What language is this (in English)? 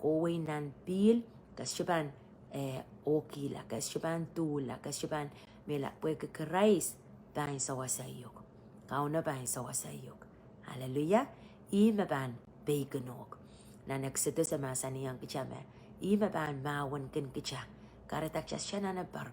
Pohnpeian